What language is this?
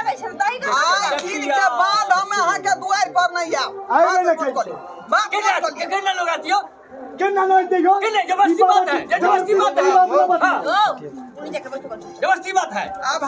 Maithili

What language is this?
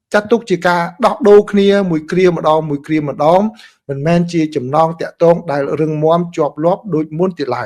Khmer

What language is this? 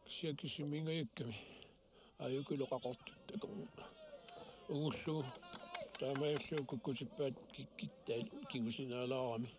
Kalaallisut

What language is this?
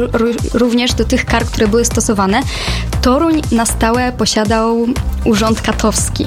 Polish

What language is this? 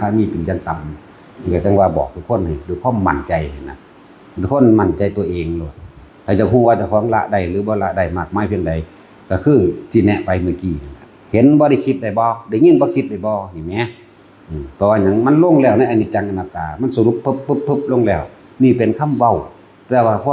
Lao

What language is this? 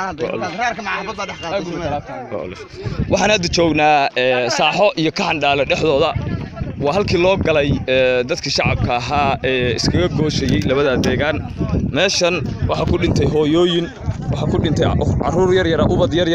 Somali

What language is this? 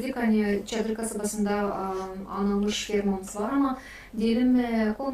Gagauz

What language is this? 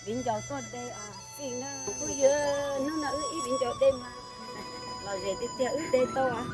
Hmong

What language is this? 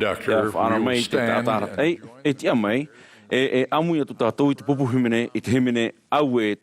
Tahitian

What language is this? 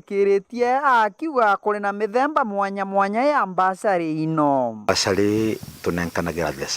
Meru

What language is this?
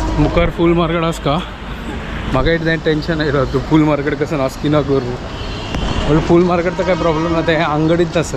Konkani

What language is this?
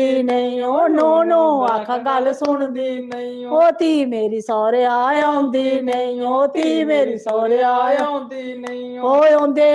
Dogri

